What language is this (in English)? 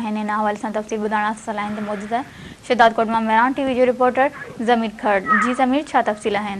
Sindhi